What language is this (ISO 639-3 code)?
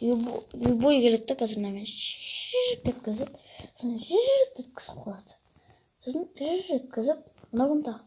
kaz